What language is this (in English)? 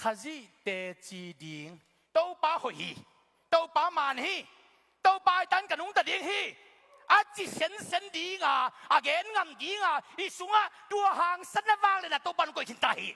Tedim Chin